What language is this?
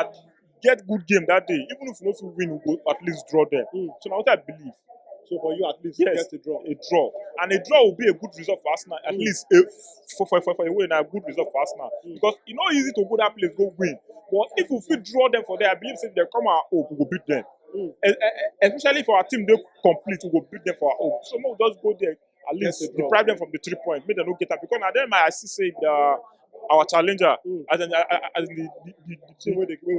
Nigerian Pidgin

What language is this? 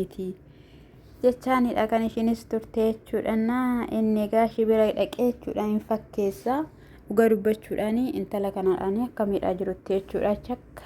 Oromo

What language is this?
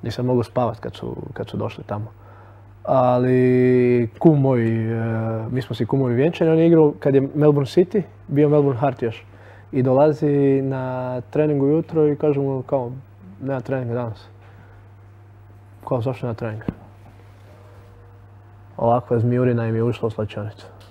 Croatian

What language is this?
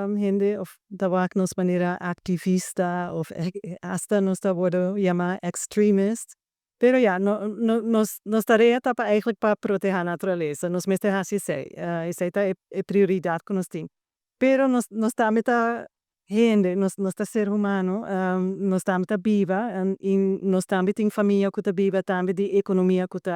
Papiamento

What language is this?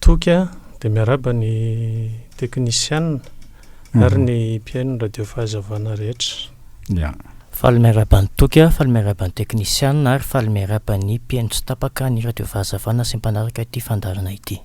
Malagasy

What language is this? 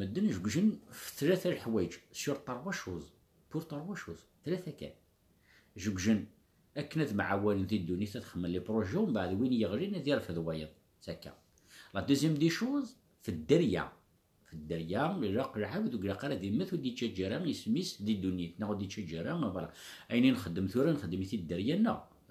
Kabyle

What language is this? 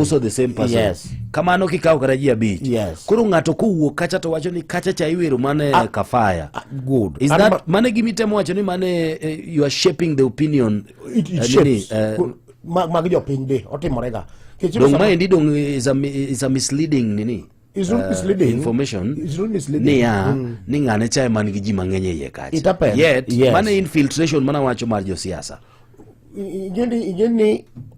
Luo (Kenya and Tanzania)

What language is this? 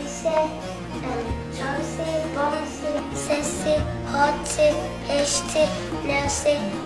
Zaza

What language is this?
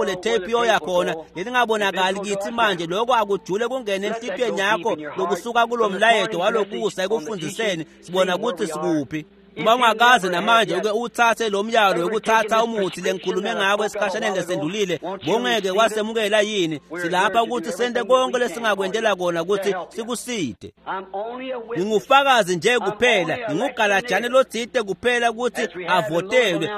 Swati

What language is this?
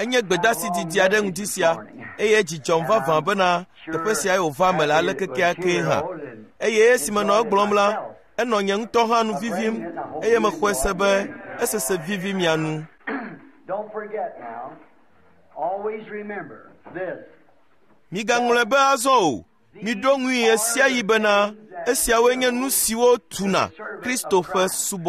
Ewe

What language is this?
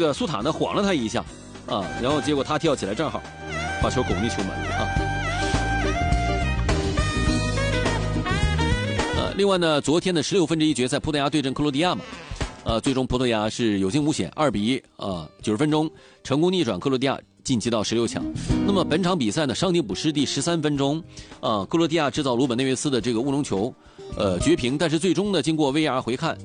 Chinese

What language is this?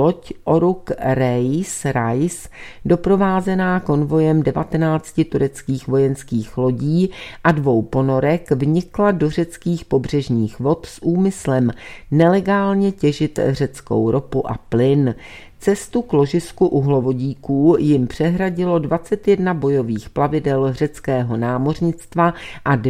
Czech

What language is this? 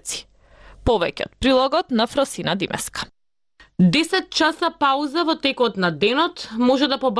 Macedonian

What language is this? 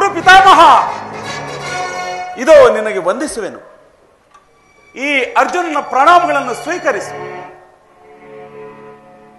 Kannada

